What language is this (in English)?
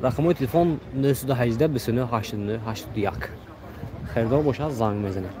Tajik